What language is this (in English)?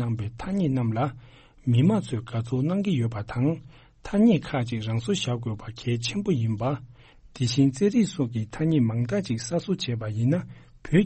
Tibetan